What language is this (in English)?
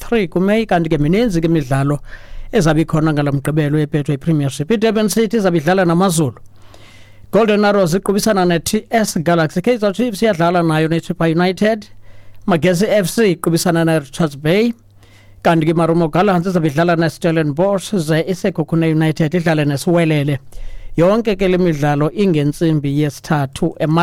Xhosa